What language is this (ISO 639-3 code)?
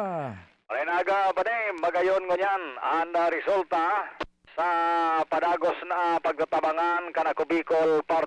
bik